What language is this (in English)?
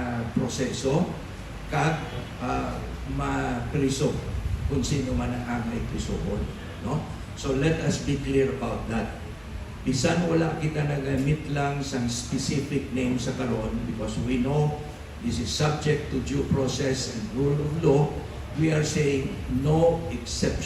Hiligaynon